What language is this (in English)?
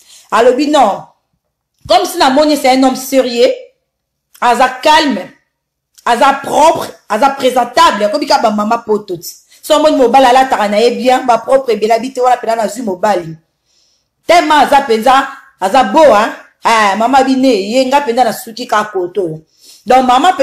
Lingala